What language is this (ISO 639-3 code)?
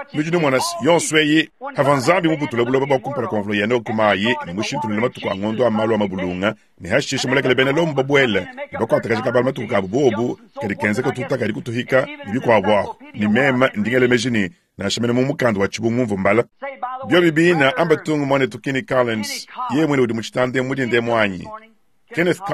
lua